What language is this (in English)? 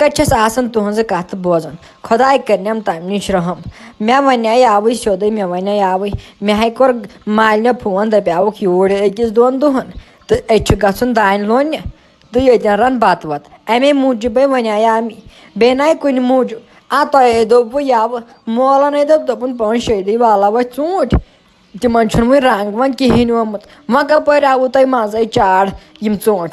Kashmiri